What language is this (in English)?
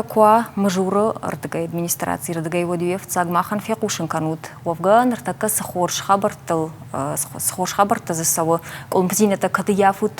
Ossetic